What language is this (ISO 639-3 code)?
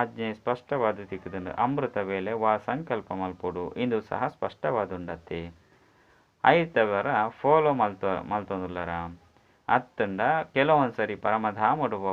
tcy